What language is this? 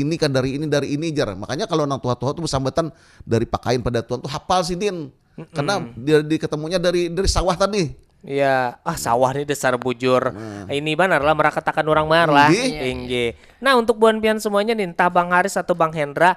Banjar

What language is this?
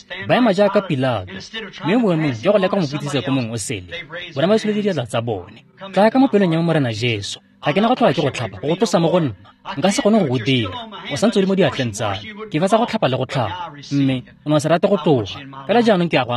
Tswana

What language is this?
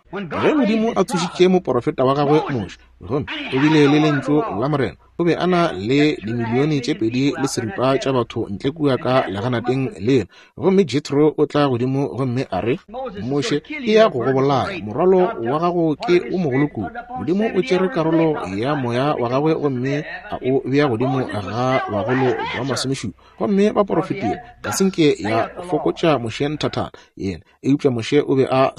Northern Sotho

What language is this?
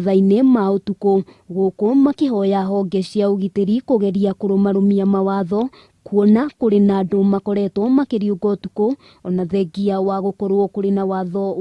Kikuyu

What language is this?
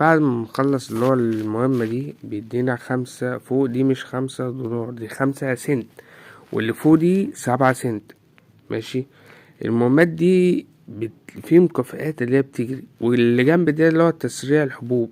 Egyptian Arabic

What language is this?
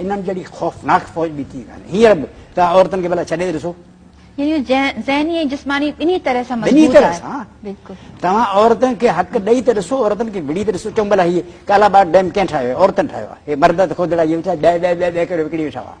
Sindhi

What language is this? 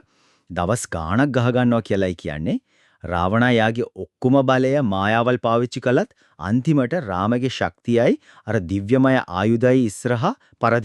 Sinhala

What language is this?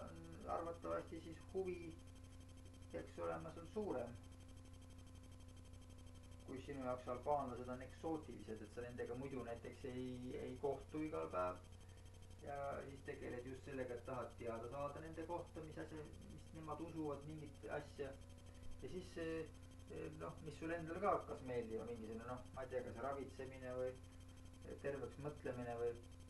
Estonian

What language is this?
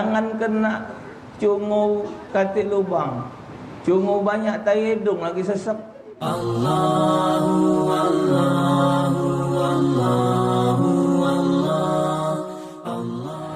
Musi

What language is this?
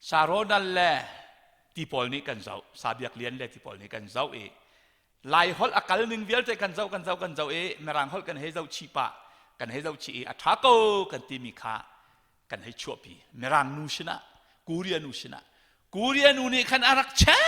Hakha Chin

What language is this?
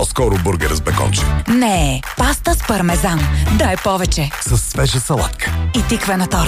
Bulgarian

